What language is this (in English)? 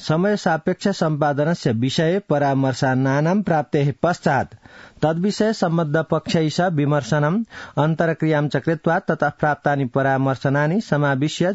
Sanskrit